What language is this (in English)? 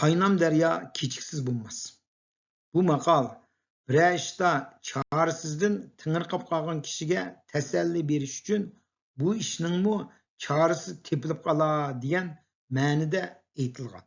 Uyghur